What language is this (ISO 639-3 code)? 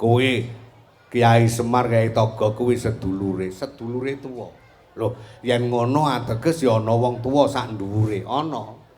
jav